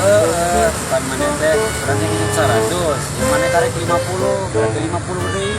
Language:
Sundanese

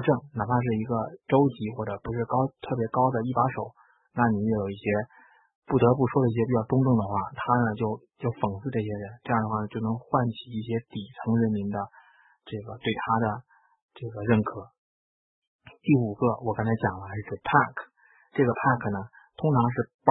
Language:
Chinese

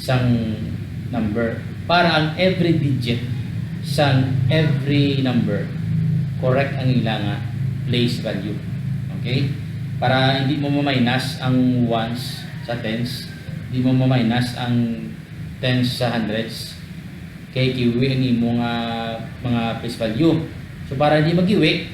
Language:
Hiligaynon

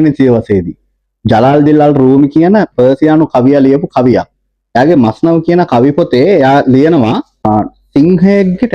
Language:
Sinhala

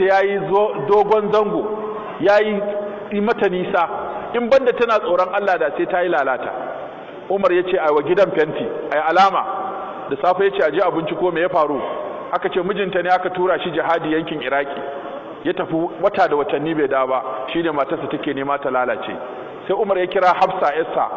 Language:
Hausa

